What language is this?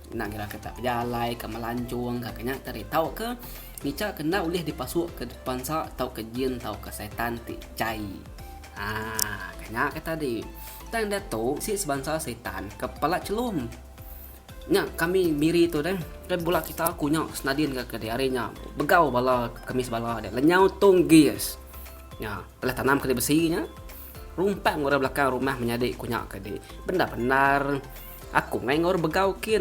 Iban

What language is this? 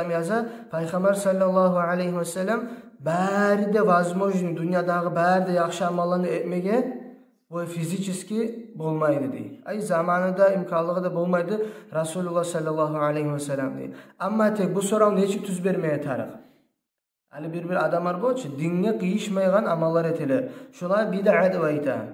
Kumyk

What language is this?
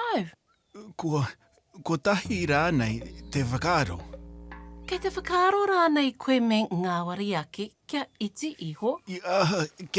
Māori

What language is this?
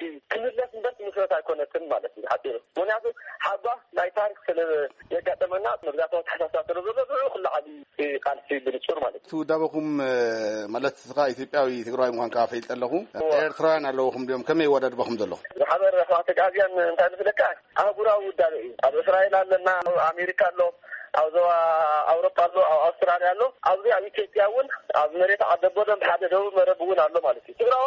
Tigrinya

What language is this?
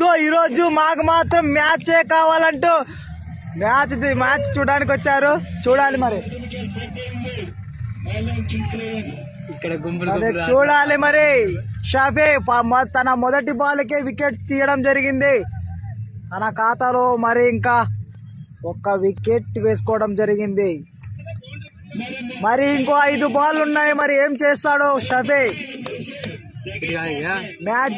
Telugu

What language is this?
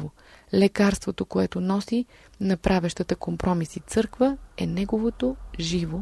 Bulgarian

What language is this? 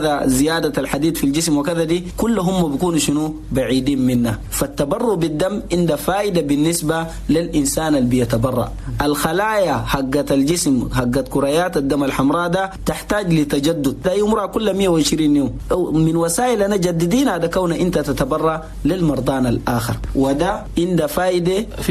Chadian Arabic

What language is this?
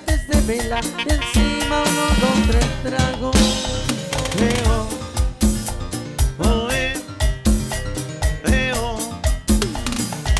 Spanish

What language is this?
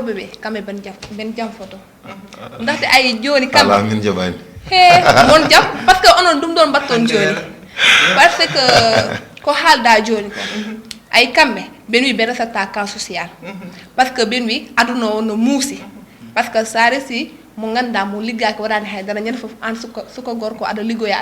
Fula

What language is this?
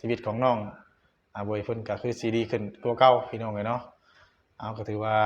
Northeastern Thai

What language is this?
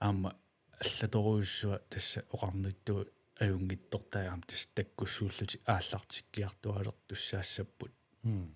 Kalaallisut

